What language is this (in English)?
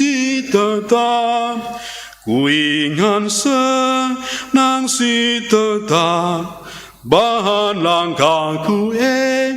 Batak Karo